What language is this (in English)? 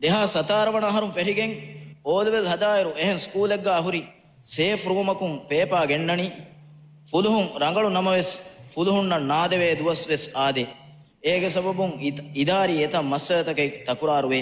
Divehi